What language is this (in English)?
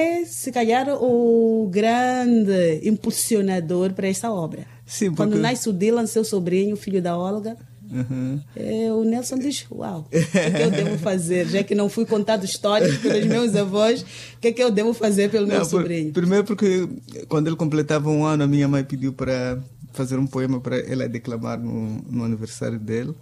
Portuguese